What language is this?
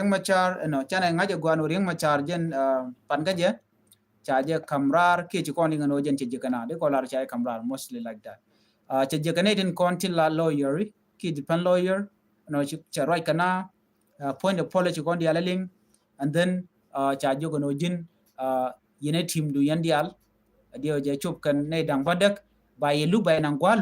Nuer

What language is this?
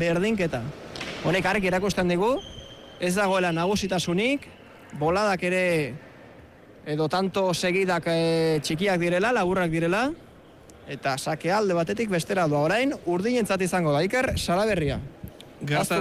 Basque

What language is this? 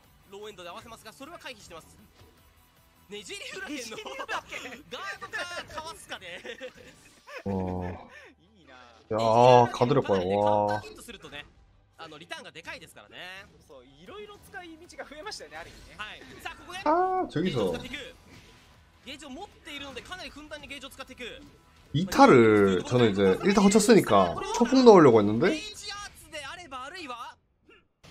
Japanese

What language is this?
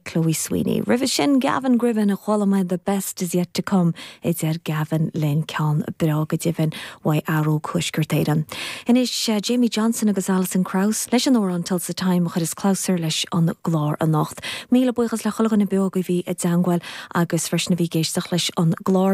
Irish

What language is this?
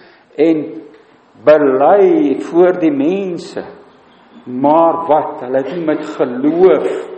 Afrikaans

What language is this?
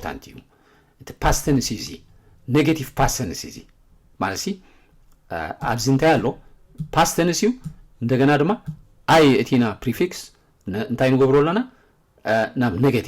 Tigrinya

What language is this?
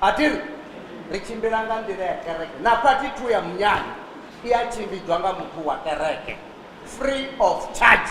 Venda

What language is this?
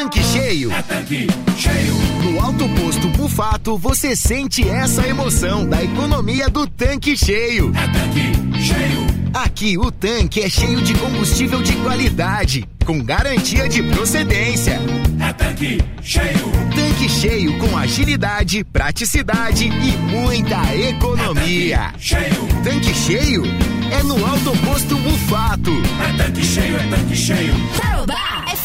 Portuguese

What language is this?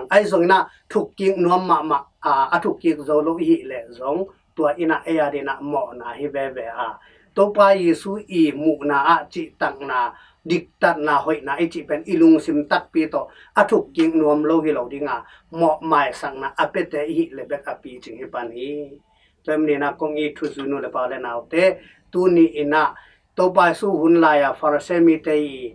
Tedim Chin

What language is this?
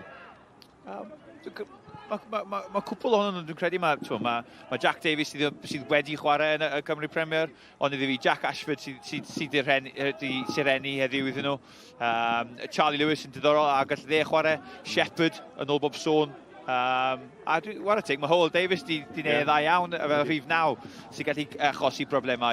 Welsh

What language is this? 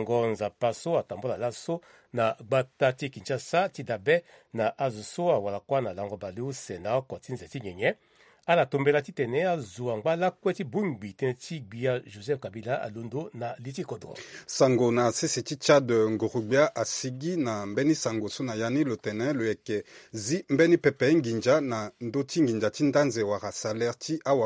Sango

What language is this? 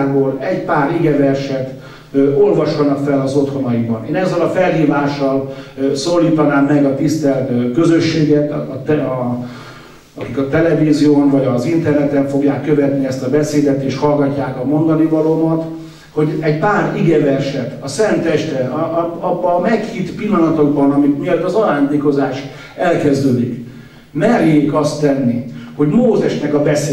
Hungarian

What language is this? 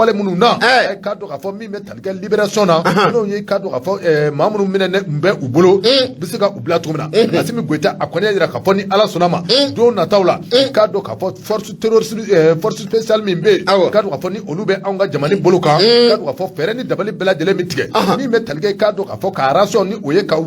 Bambara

